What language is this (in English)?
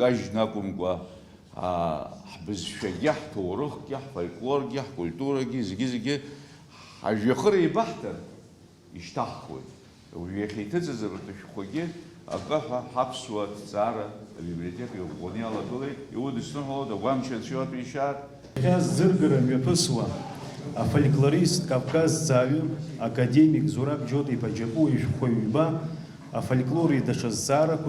Abkhazian